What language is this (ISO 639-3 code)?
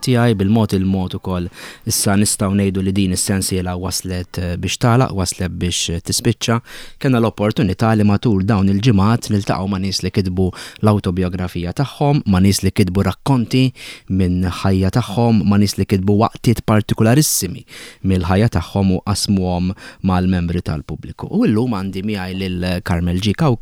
mlt